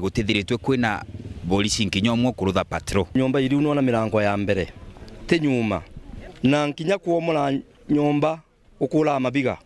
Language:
Meru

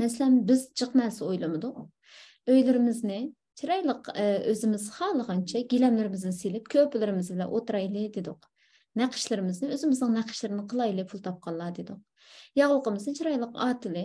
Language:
Uyghur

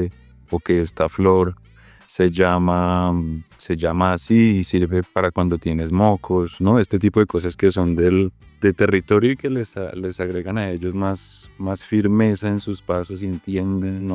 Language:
Spanish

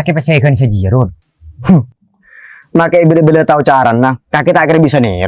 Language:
Madurese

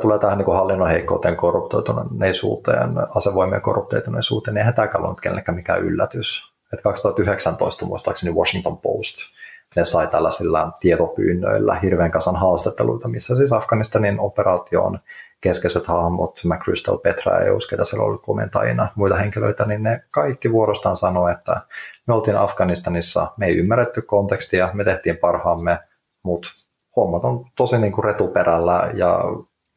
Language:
Finnish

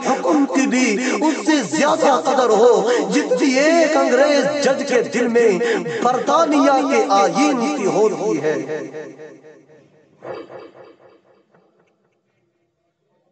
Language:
Urdu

